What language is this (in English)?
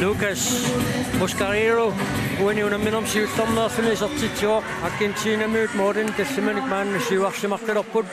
Kalaallisut